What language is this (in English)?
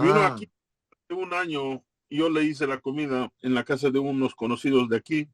Ladino